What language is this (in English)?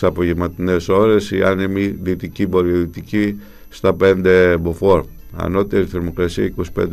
Greek